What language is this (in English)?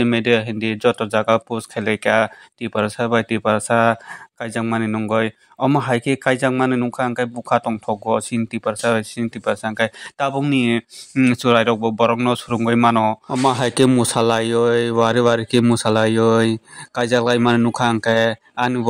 Kok Borok